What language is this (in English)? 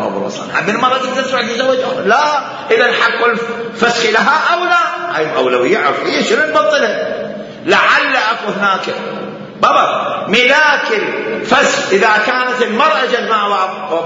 Mesopotamian Arabic